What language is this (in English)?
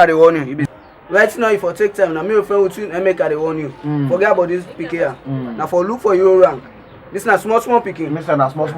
Krio